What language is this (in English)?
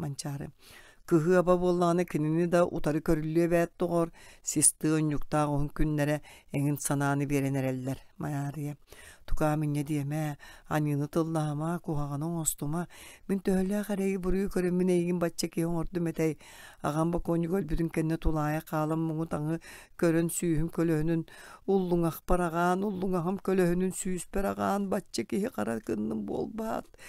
Yakut